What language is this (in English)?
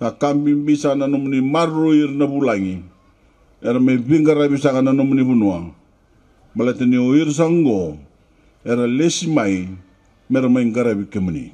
Fijian